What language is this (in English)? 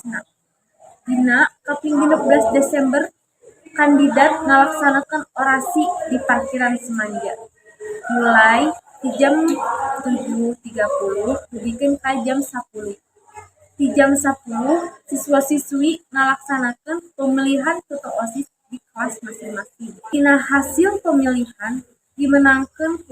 Sundanese